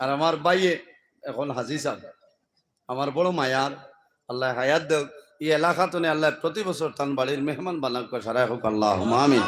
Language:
Sylheti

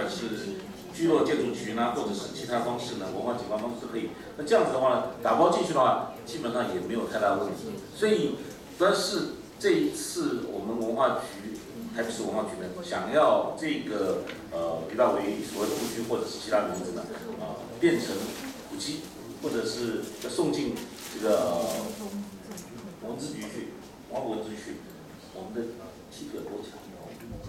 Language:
Chinese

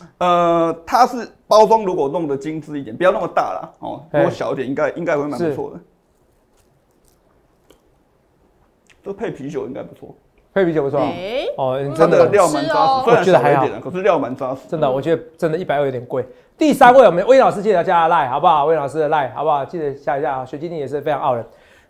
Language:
Chinese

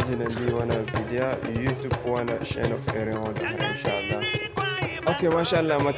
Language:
Zarma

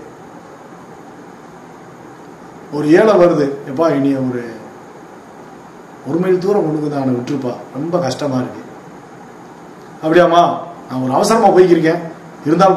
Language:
Tamil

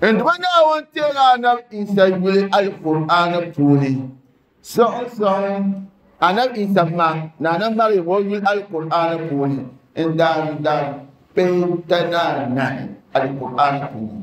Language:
Dagbani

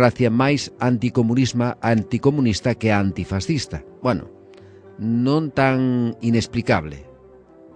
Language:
Galician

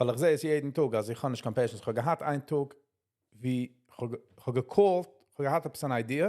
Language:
Yiddish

